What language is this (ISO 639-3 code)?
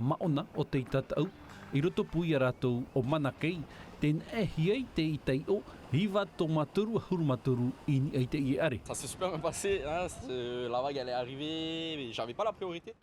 tah